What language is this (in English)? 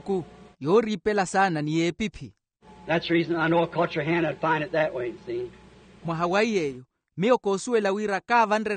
Makhuwa